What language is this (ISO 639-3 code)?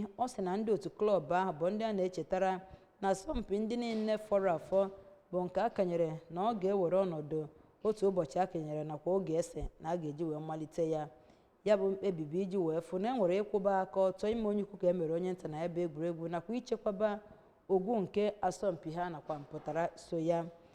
ibo